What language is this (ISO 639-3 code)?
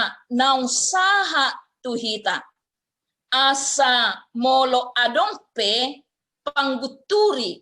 bbc